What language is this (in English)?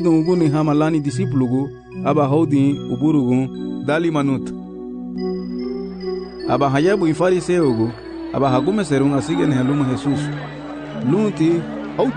Garifuna